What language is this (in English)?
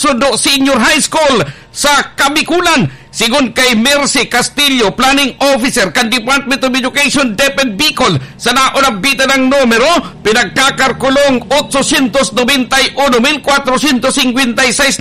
Bikol